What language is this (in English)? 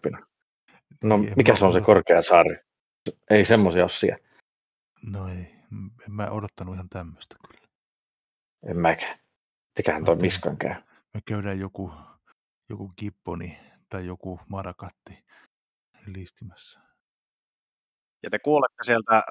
Finnish